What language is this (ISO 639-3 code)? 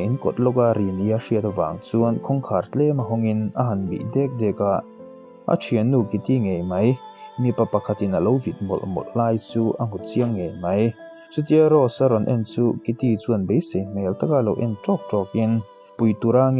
lus